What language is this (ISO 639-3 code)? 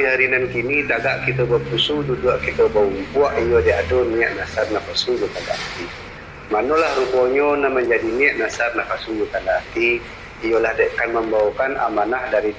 min